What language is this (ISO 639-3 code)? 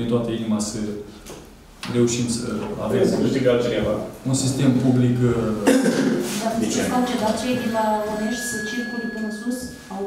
ron